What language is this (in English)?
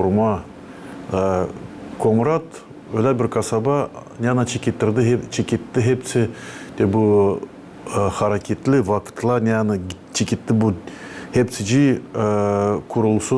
Gagauz